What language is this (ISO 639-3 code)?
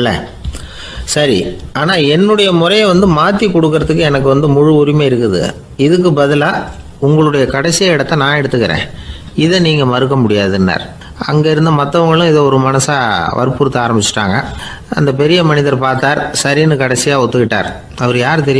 tam